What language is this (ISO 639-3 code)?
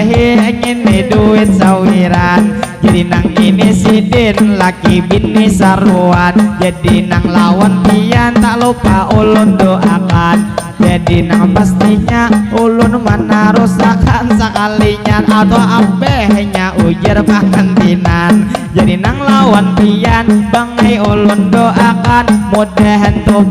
bjn